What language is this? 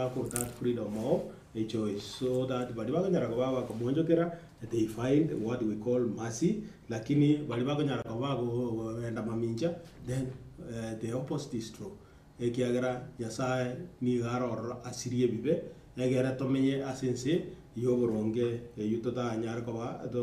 Gusii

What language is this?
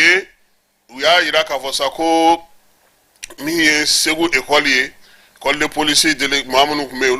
Bambara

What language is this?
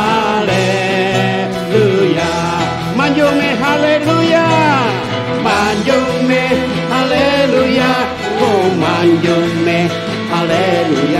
Iban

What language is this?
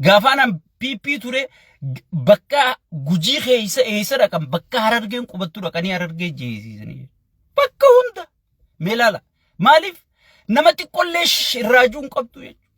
Oromo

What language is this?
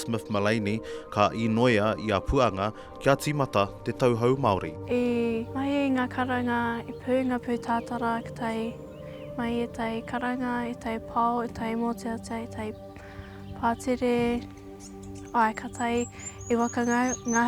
Māori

